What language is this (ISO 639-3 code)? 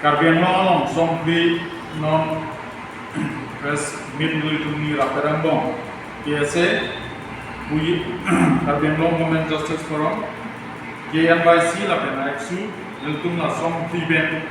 mjw